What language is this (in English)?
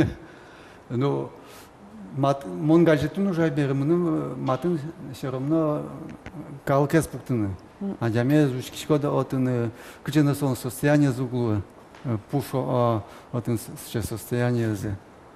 Udmurt